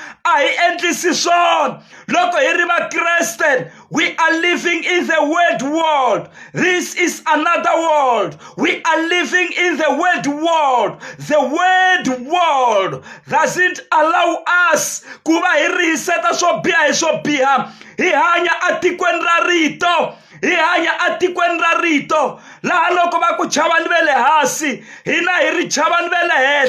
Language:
Tsonga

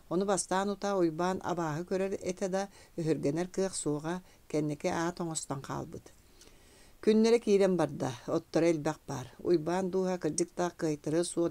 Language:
Yakut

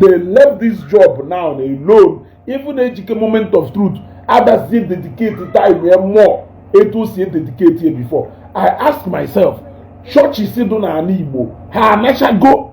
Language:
Igbo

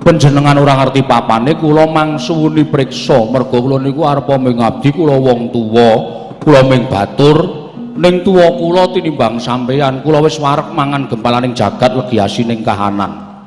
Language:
Javanese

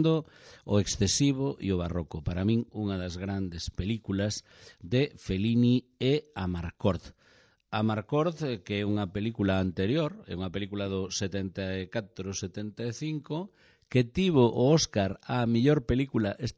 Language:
Galician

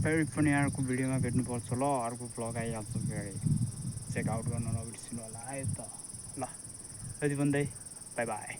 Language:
Nepali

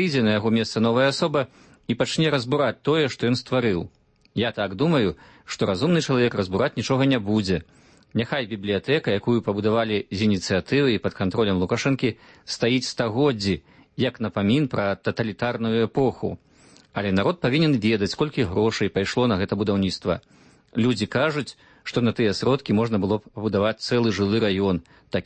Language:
Belarusian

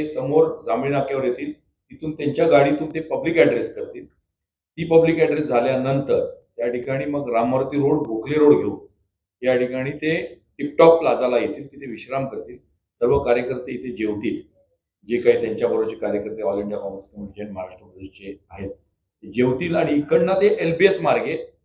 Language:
Marathi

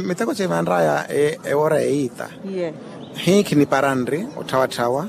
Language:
Makhuwa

